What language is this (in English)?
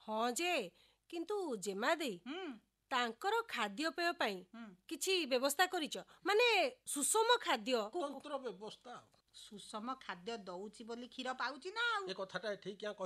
Odia